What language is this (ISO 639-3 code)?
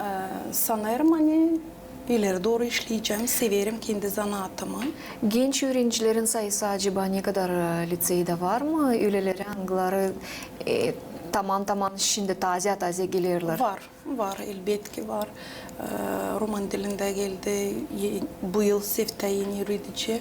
gag